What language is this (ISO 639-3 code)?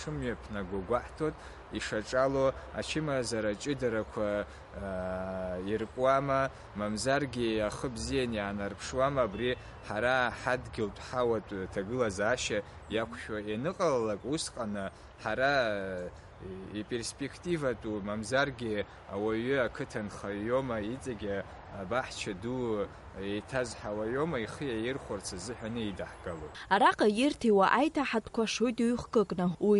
abk